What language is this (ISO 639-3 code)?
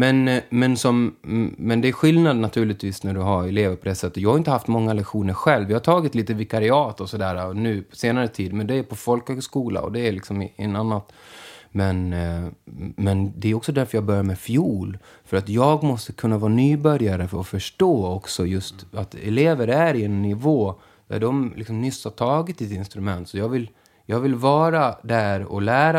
swe